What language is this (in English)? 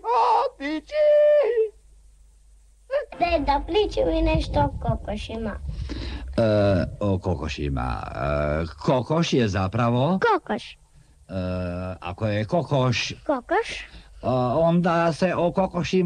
Croatian